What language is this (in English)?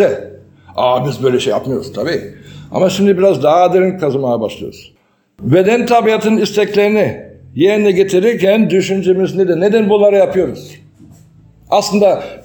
Turkish